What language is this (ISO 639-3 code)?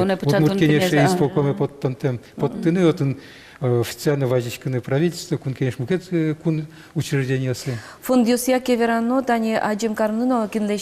udm